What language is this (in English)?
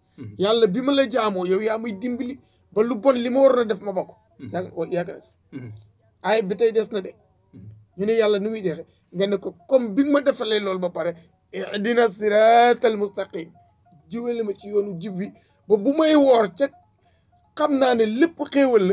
Wolof